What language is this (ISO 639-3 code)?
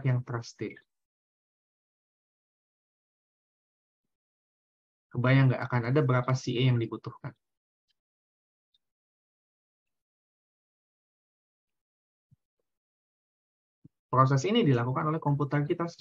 ind